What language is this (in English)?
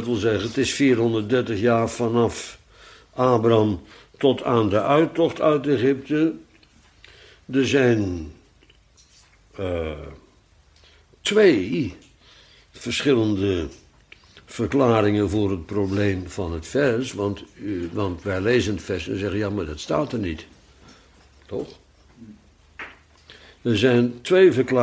Dutch